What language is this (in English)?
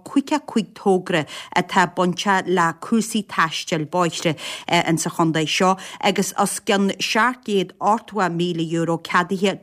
Irish